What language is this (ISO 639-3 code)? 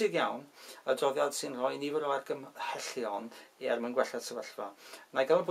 cym